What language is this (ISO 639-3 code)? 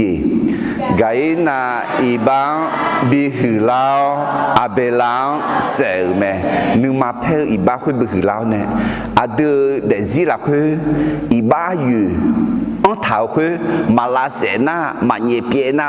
ahk